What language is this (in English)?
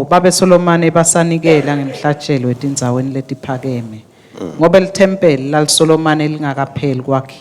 Swati